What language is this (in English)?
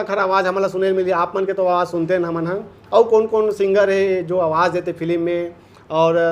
Chhattisgarhi